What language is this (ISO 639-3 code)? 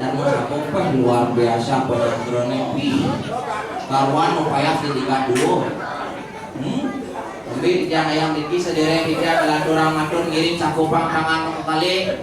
ban